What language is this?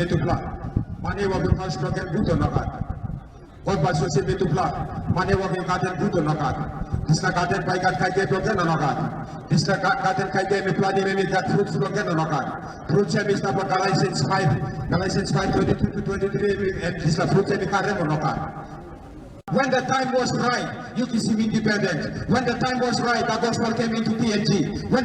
Tok Pisin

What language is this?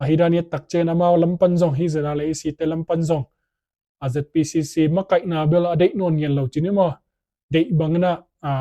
Tedim Chin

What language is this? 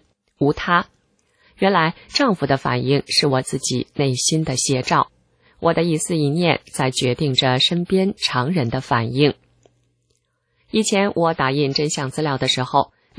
Chinese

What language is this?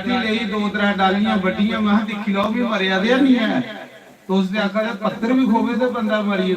Dogri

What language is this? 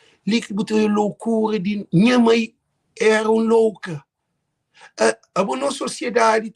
Kabuverdianu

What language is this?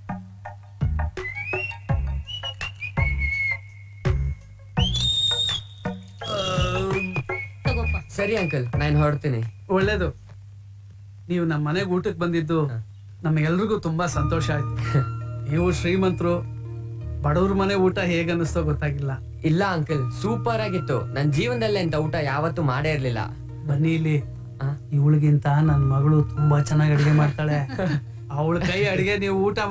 Kannada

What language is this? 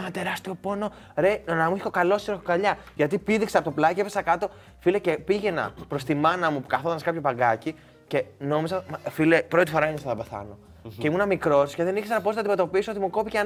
Greek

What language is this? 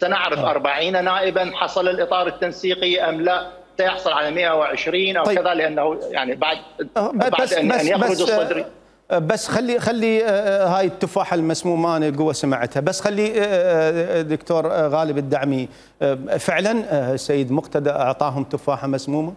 Mesopotamian Arabic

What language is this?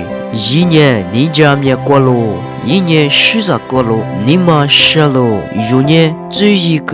Lisu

